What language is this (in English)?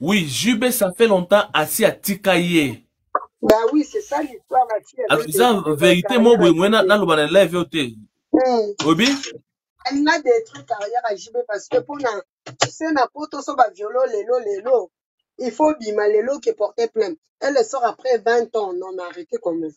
Lingala